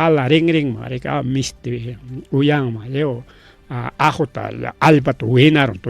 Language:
Ayacucho Quechua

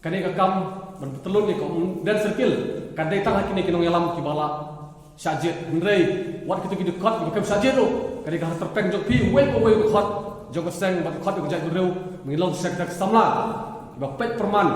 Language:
Khasi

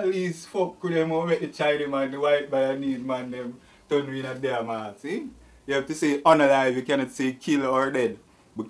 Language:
Jamaican Creole English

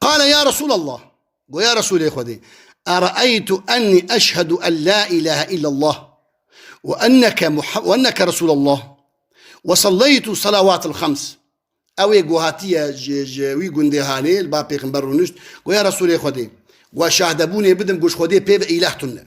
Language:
Kurdish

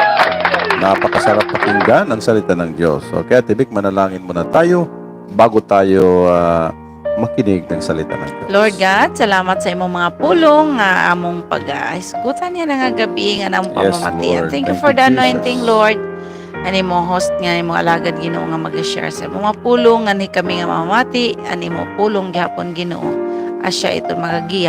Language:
Waray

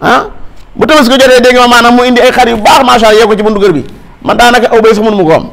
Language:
Wolof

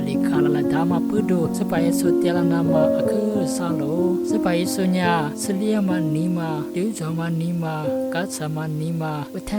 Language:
Lisu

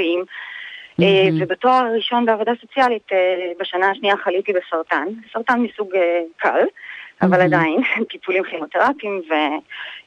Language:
Hebrew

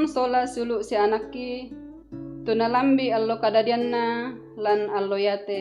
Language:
Toraja-Sa'dan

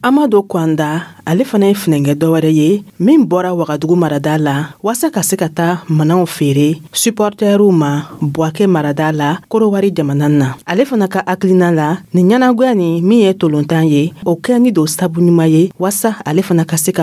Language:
Dyula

